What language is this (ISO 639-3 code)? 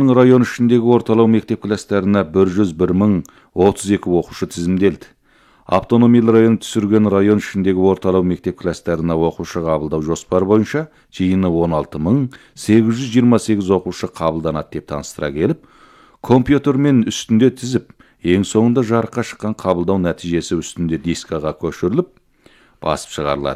kaz